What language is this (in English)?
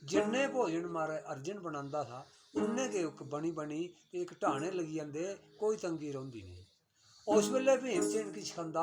Dogri